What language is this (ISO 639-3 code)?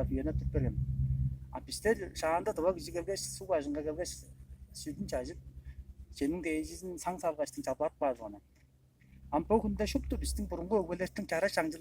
tyv